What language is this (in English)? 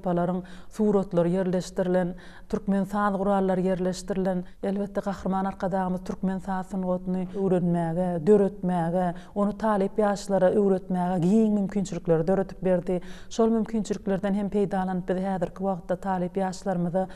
Turkmen